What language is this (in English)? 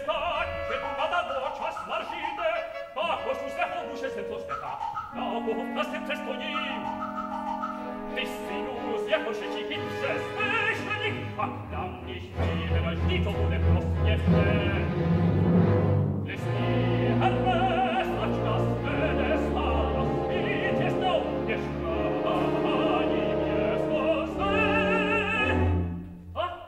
Czech